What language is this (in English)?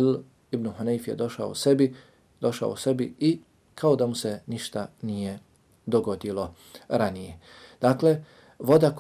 Bosnian